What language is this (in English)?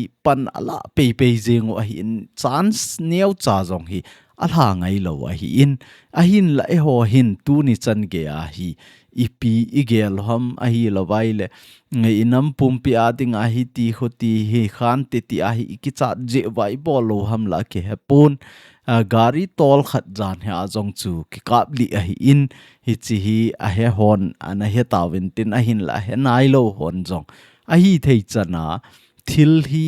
Thado Chin